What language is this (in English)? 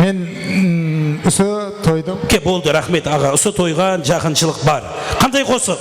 Kara-Kalpak